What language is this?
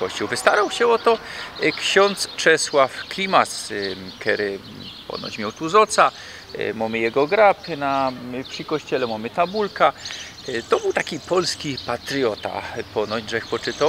Silesian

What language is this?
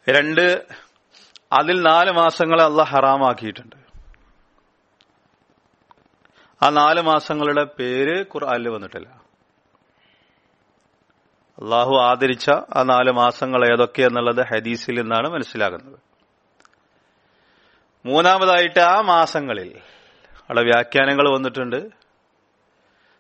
Malayalam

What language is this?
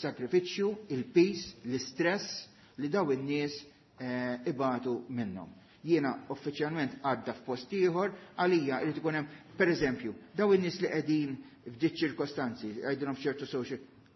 Maltese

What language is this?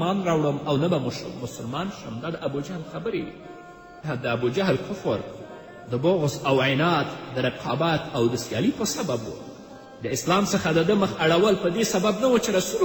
Pashto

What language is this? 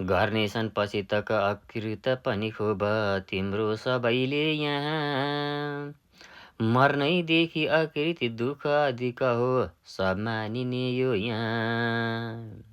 Nepali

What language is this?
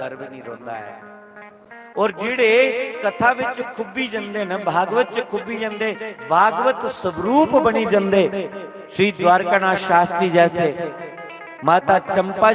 Dogri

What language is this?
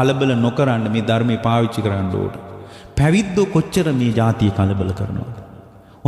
Sinhala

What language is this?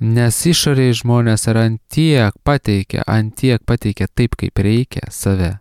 Lithuanian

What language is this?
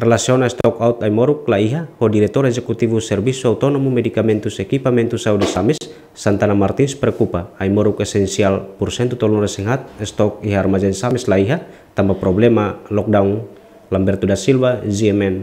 Tetum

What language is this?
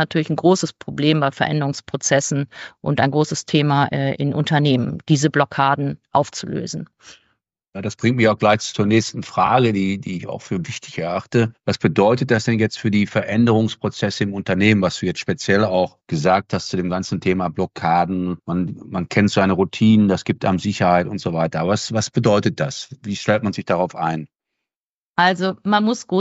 German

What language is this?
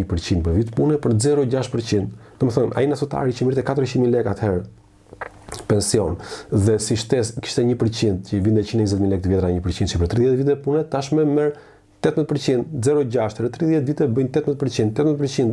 Albanian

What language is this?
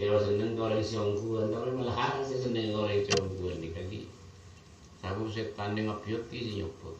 Madurese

